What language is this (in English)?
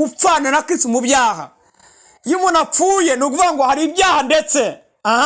Kinyarwanda